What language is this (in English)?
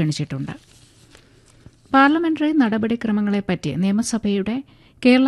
Malayalam